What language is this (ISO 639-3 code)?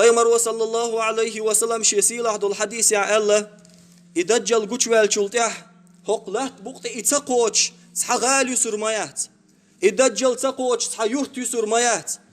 che